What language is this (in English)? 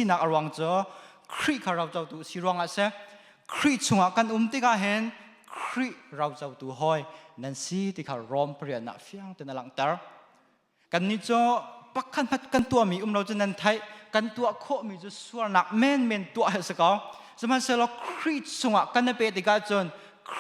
Hakha Chin